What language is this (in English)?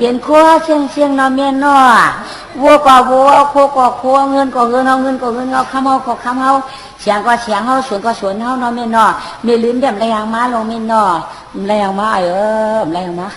Shan